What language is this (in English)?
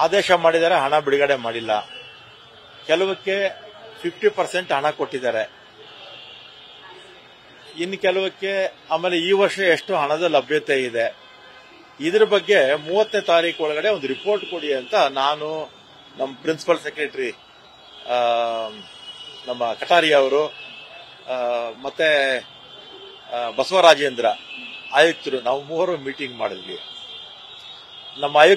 Kannada